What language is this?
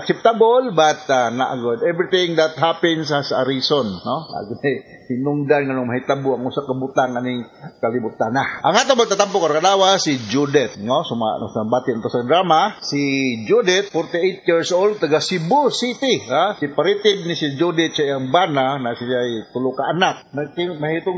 Cebuano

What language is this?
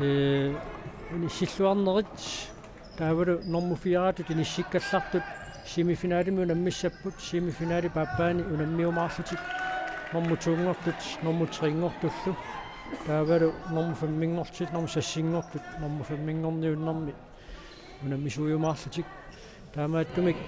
Kalaallisut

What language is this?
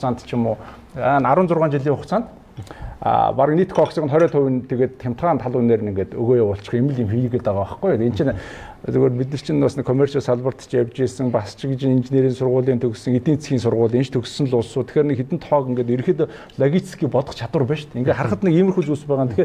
Mongolian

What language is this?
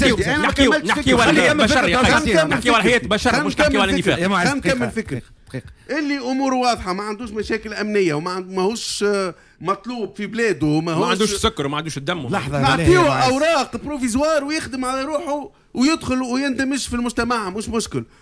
Tunisian Arabic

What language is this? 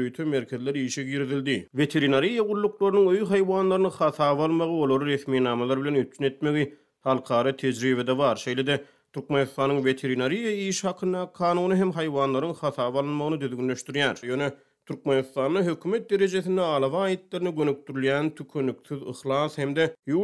Turkmen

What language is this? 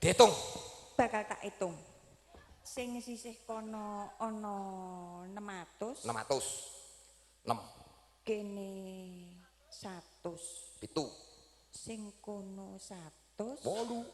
Javanese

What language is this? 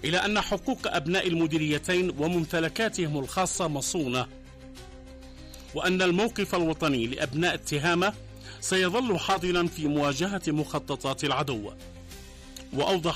Arabic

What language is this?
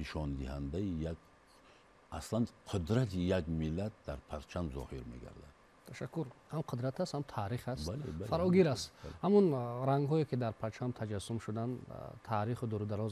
Tajik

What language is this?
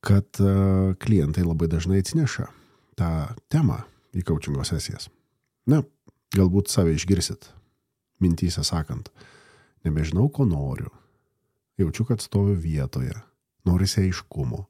Lithuanian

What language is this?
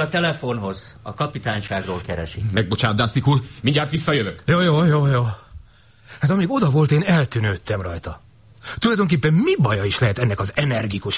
Hungarian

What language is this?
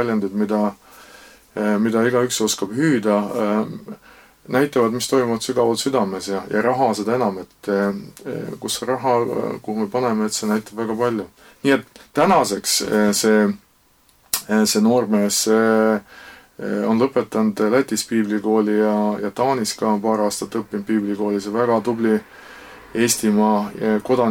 Estonian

